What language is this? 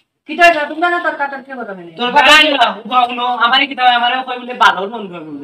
Sylheti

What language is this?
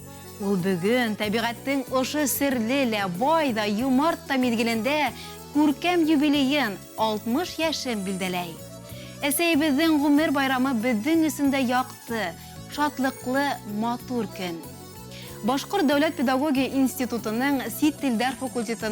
Bashkir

